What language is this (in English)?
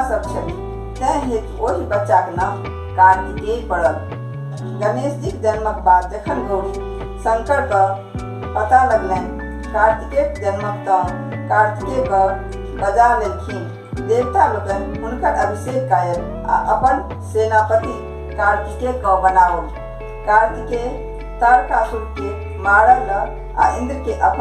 Maithili